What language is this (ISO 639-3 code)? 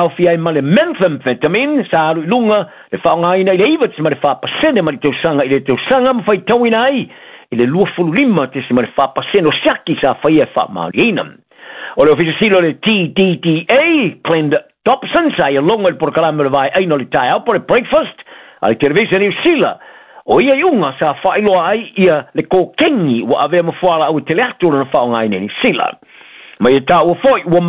smo